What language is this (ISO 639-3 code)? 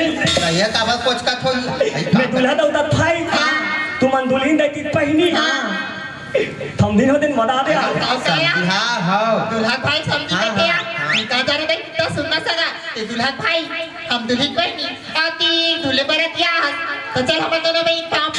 hne